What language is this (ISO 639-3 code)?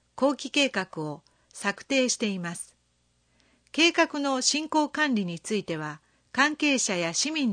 jpn